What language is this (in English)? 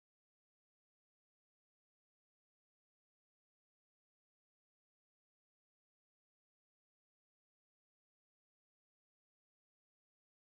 Telugu